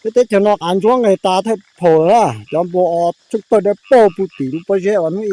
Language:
Hmong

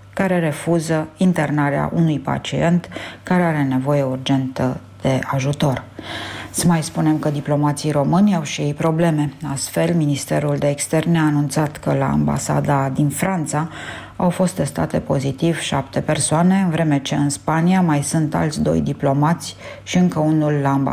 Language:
Romanian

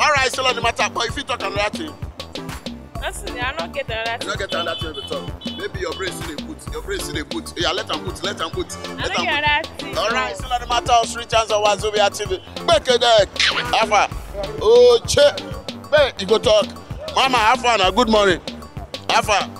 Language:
Nigerian Pidgin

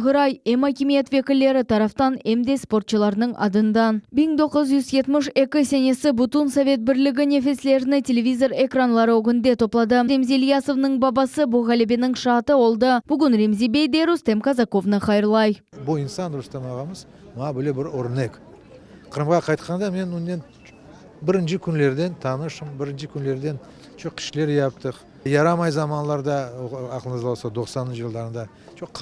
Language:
Crimean Tatar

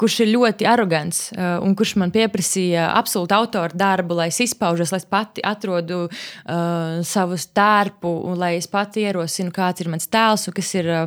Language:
Latvian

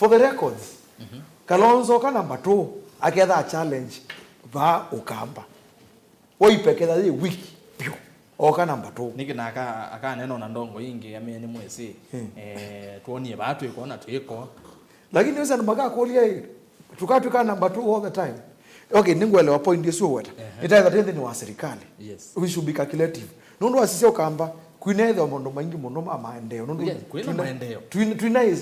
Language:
Kamba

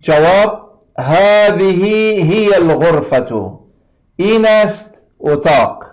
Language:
Persian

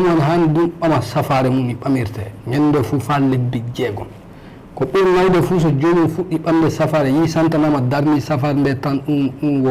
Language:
Fula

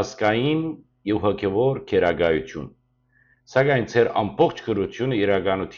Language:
Western Armenian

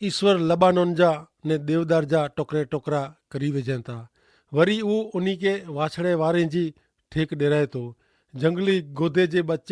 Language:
Kachhi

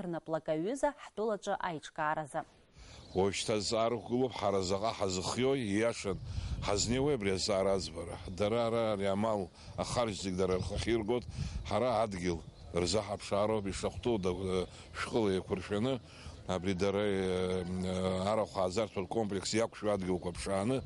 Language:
Abkhazian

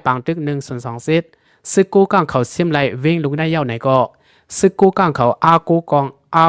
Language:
Lao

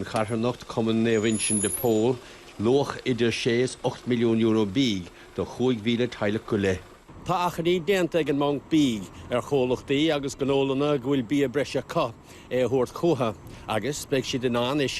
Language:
Irish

